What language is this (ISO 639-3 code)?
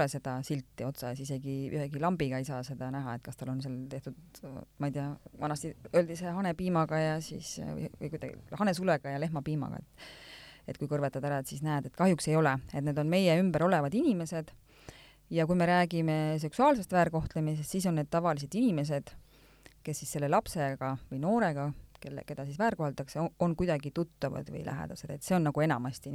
est